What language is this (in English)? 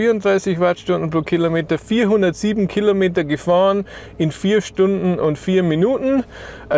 German